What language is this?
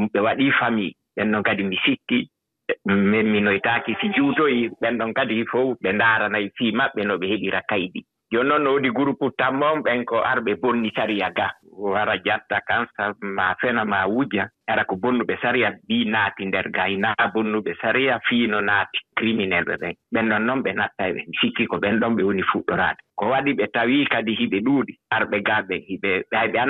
Fula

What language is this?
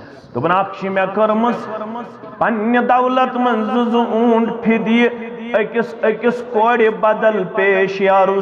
Kashmiri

